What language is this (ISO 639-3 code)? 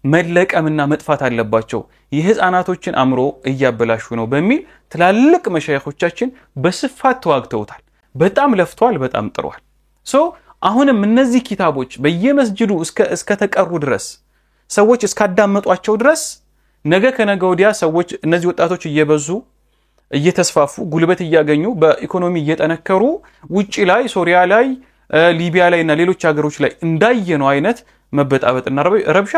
amh